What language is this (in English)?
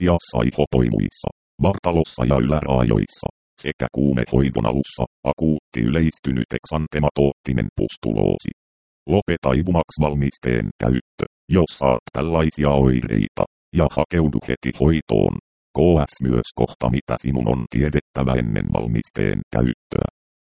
Finnish